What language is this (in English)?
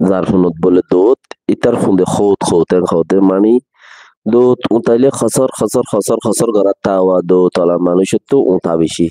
Rohingya